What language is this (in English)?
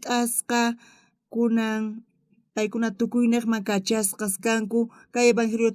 South Bolivian Quechua